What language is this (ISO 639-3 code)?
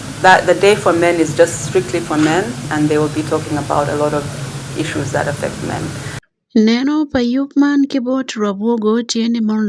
ach